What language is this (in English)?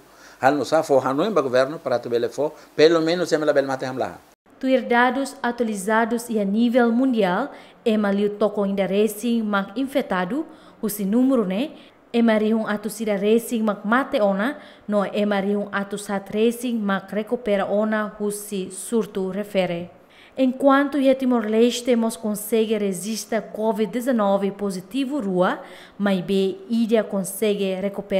Tetum